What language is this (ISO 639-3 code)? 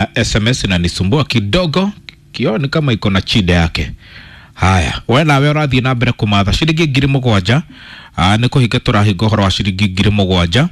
kik